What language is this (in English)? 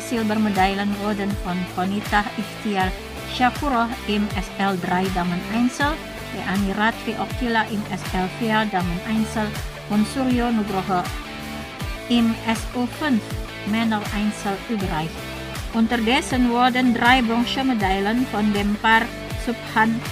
German